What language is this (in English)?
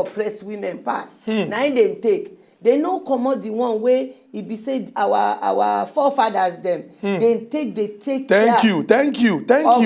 Nigerian Pidgin